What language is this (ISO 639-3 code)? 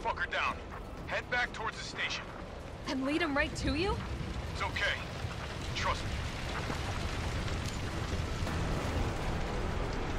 eng